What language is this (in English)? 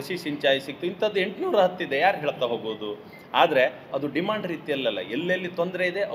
Kannada